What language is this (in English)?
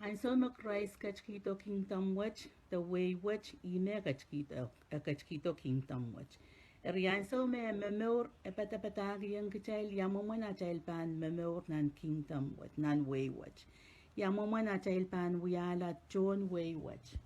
Pohnpeian